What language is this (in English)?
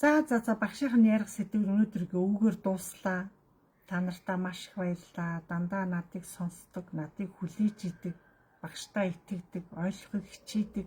Mongolian